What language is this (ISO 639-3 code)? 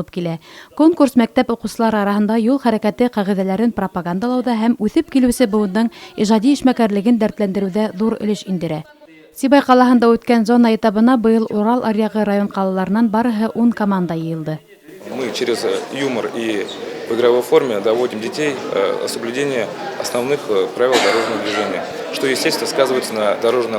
bak